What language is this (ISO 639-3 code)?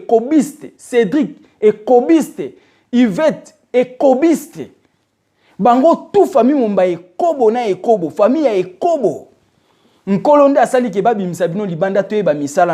lin